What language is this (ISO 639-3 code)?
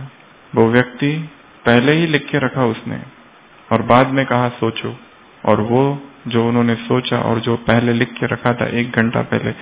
hin